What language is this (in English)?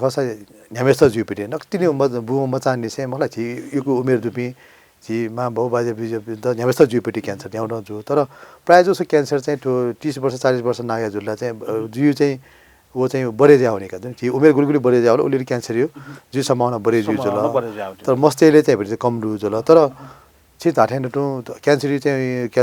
Newari